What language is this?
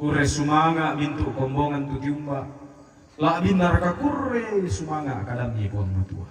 Toraja-Sa'dan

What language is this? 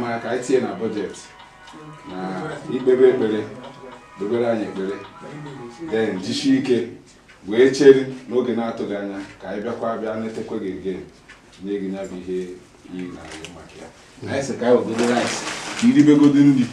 Igbo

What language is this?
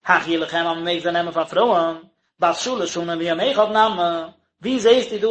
Yiddish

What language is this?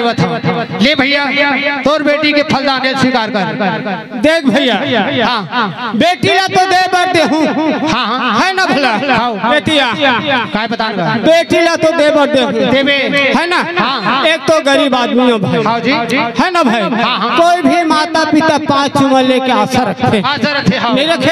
Chhattisgarhi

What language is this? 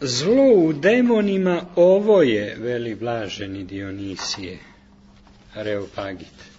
Serbian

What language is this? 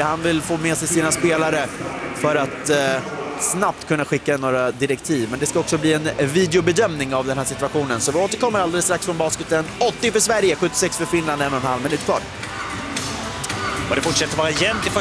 Swedish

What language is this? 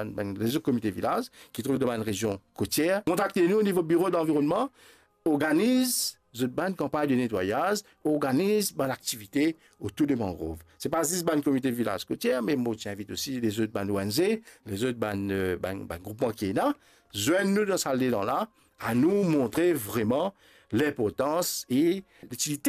Morisyen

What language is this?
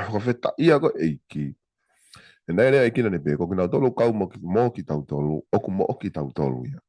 Tongan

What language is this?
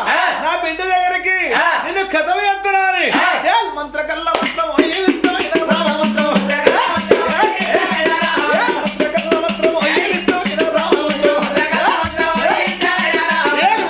Telugu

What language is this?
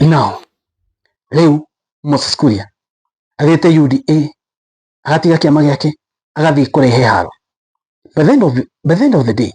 Kikuyu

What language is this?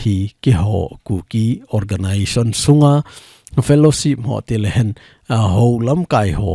Thado Chin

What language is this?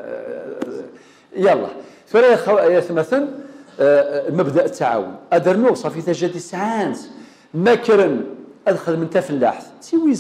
Kabyle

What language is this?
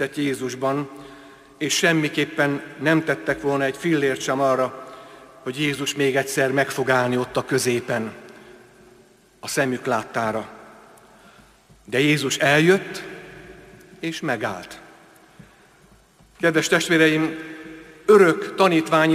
Hungarian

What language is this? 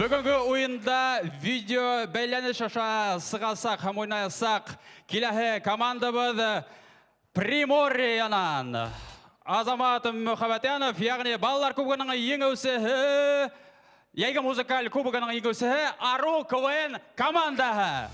Bashkir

